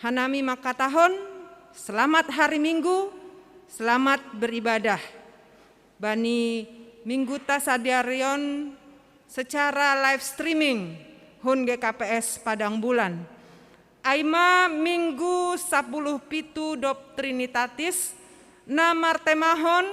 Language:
Batak Simalungun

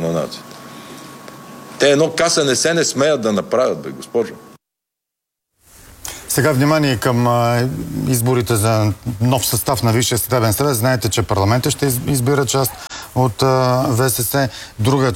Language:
Bulgarian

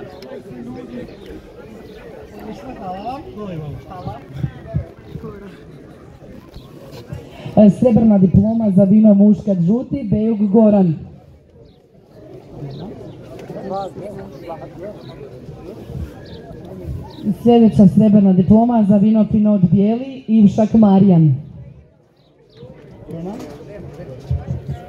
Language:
Croatian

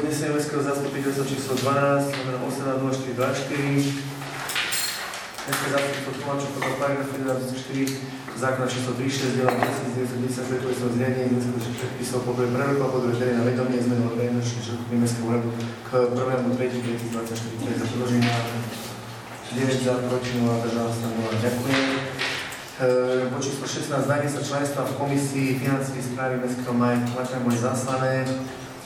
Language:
Slovak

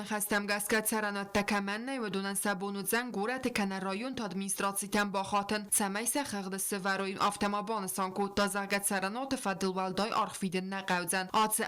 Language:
Ossetic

